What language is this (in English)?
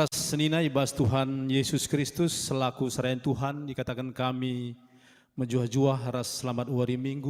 Batak Karo